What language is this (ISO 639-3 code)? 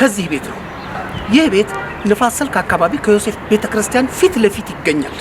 amh